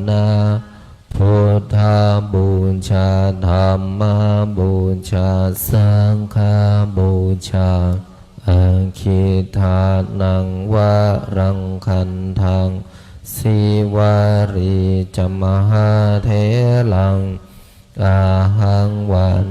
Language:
Pali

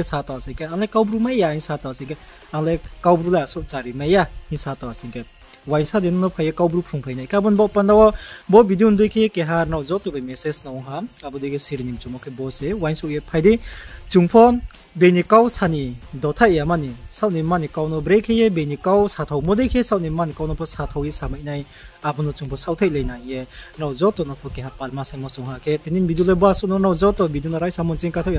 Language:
Riang (India)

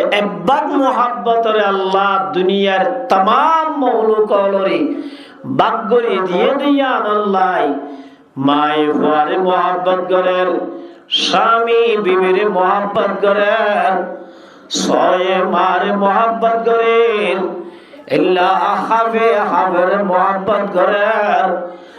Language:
Rohingya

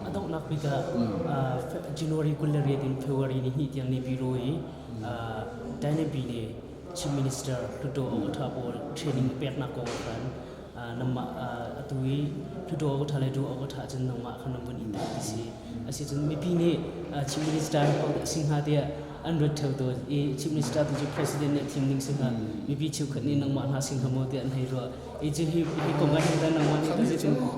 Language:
Hakha Chin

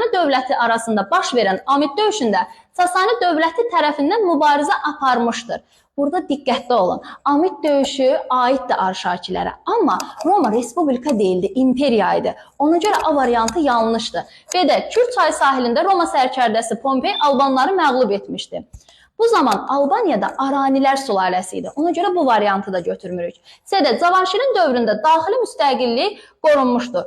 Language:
Azerbaijani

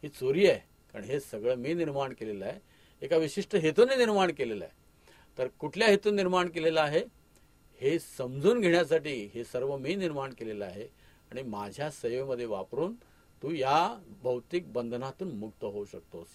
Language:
Marathi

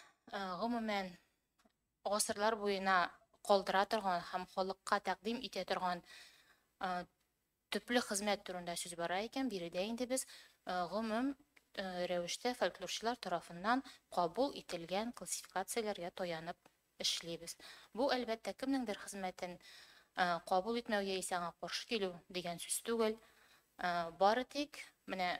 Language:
Tatar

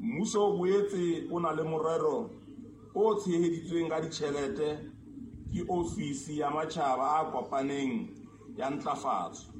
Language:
Southern Sotho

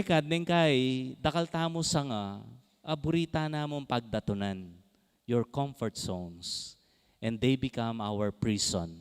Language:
Pampanga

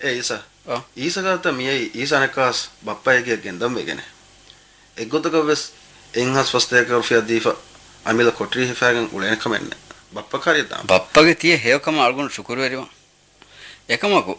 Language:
Divehi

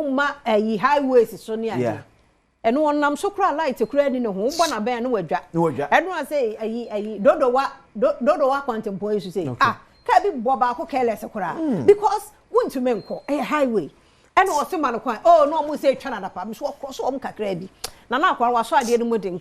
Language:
Akan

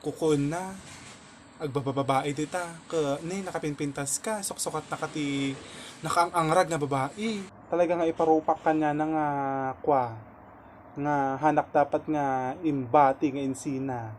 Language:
Iloko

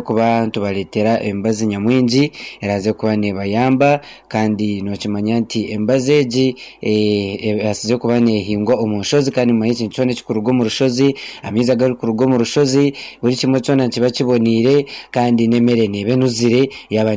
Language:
Nyankole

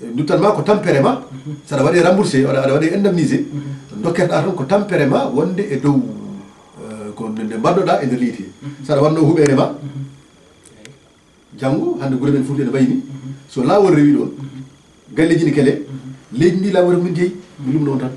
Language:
Fula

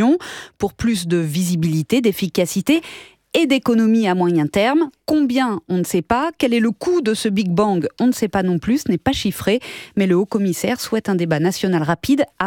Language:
French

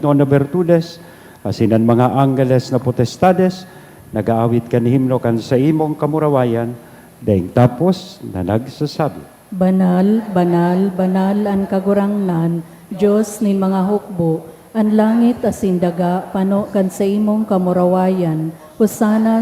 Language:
Bikol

